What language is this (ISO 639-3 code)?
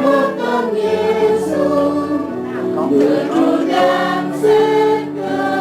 cmo